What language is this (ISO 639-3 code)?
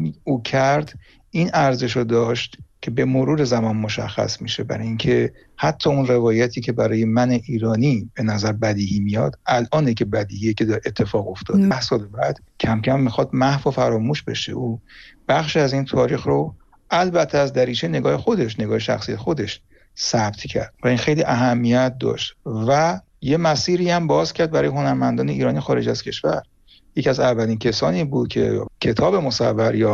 fas